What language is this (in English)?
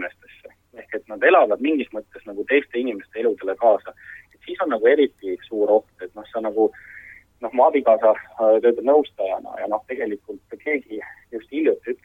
Estonian